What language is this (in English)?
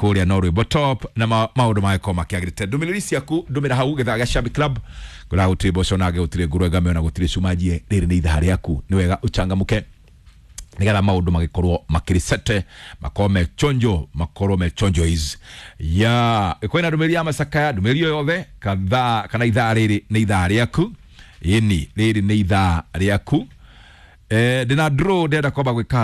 Kikuyu